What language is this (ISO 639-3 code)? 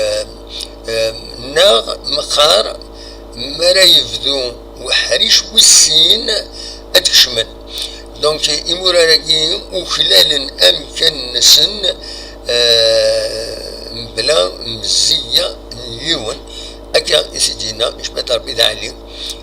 kab